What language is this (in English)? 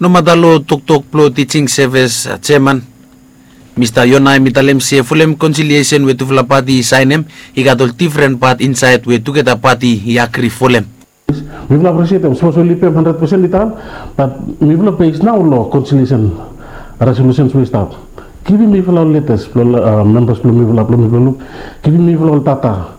Bislama